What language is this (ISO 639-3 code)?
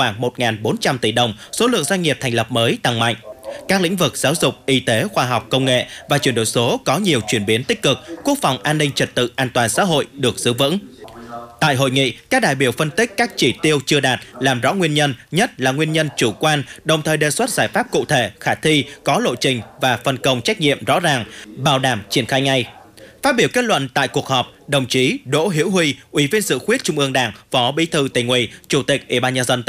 vie